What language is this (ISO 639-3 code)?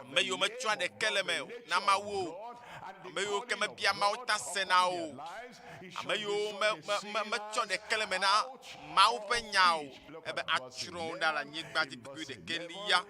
ewe